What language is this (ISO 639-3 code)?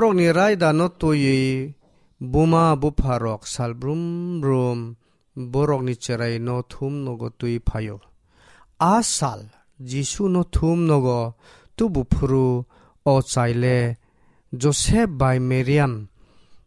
trp